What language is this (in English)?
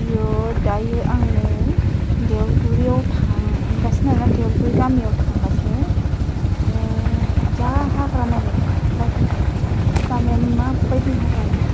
Bodo